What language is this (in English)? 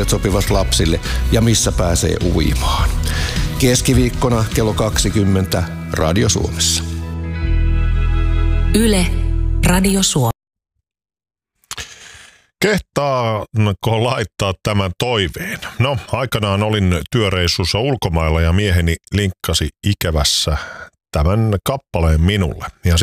Finnish